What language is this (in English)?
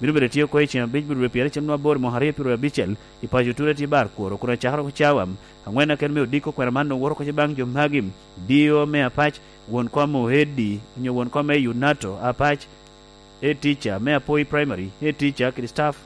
Lango (Uganda)